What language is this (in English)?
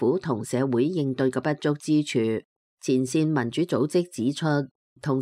Cantonese